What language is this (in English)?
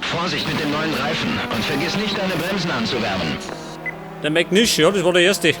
Bavarian